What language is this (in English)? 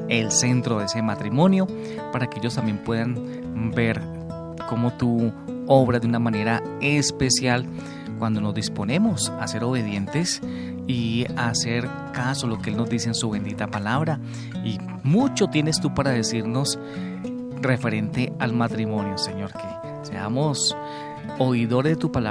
Spanish